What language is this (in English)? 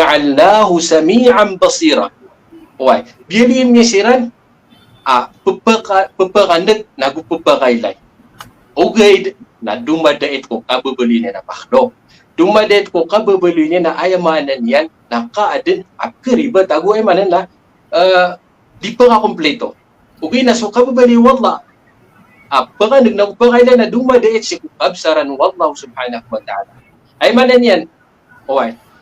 Maranao